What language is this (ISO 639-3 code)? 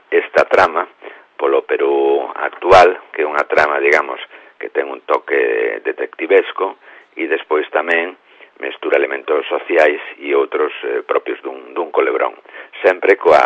glg